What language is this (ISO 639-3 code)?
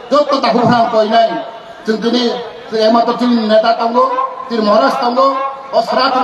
trp